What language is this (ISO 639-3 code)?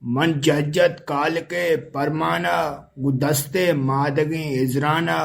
bgp